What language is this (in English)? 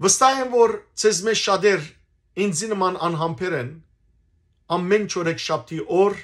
Western Armenian